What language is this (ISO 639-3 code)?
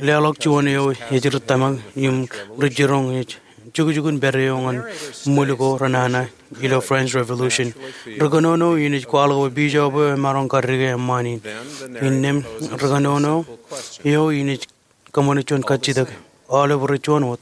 mah